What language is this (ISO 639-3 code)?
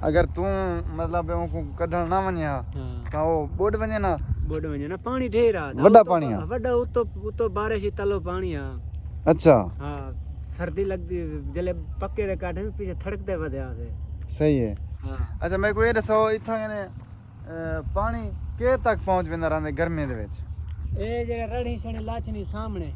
skr